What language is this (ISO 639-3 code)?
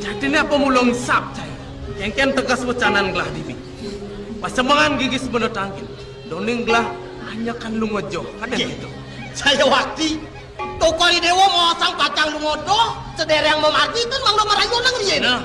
ban